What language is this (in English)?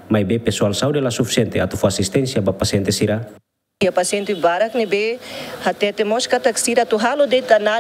Tetum